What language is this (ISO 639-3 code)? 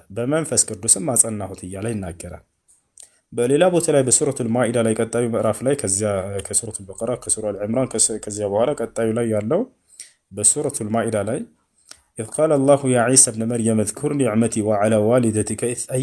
amh